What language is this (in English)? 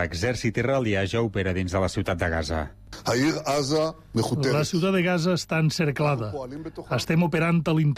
Catalan